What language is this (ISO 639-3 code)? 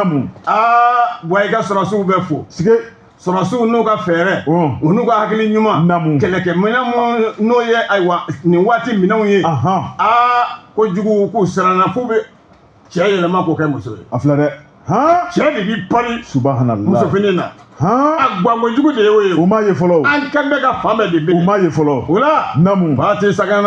bam